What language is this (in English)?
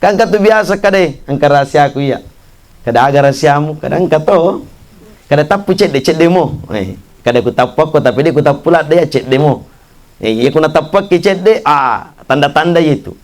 Buginese